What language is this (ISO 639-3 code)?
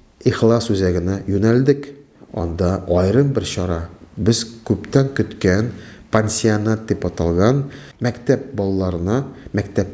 tat